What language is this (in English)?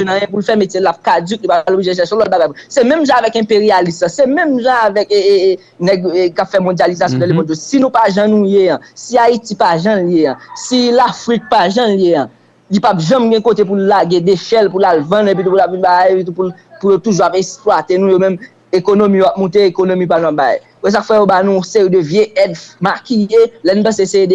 Haitian Creole